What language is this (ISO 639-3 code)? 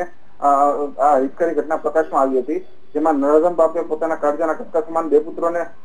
guj